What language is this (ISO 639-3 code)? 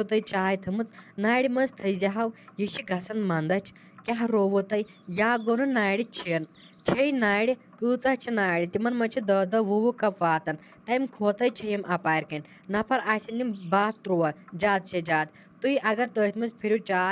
kas